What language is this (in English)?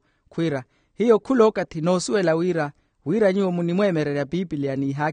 Makhuwa